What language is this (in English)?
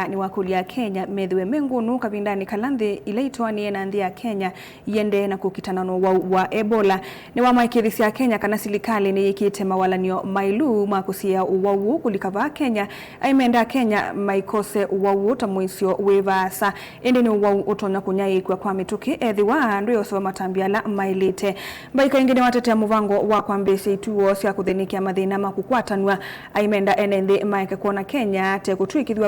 Kamba